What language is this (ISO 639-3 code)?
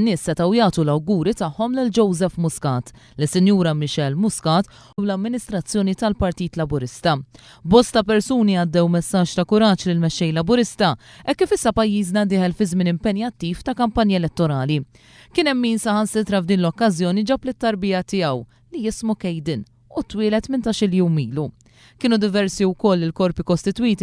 mlt